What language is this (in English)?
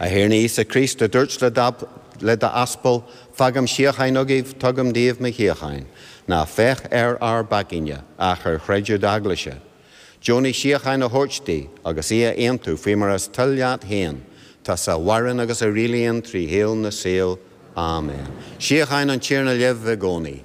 Irish